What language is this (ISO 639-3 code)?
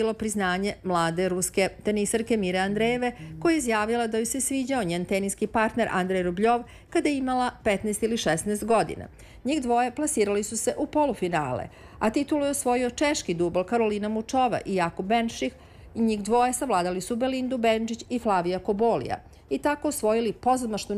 srp